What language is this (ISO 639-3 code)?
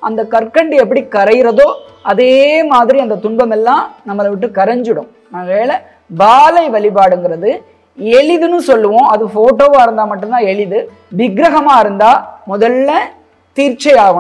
tam